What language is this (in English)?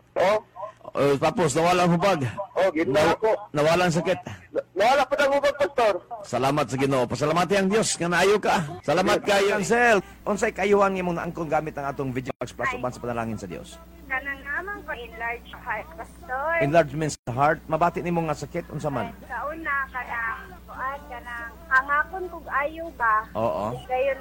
Cebuano